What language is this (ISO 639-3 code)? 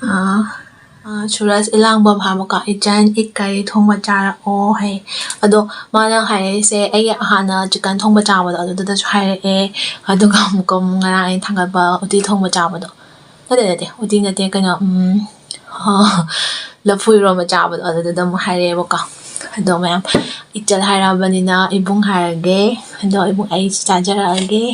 mni